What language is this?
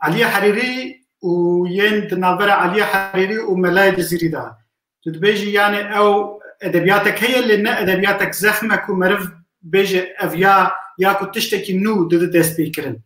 Kurdish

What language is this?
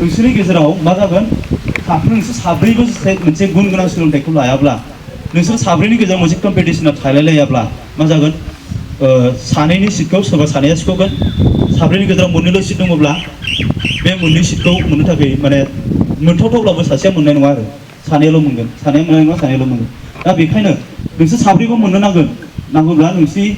Bodo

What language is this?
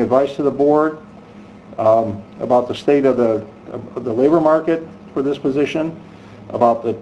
English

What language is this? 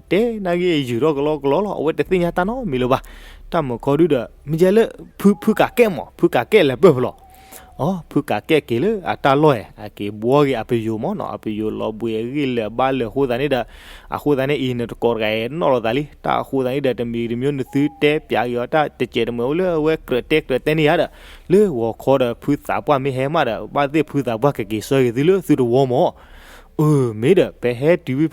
S'gaw Karen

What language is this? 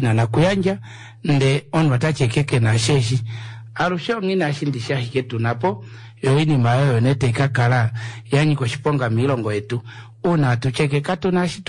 Kuanyama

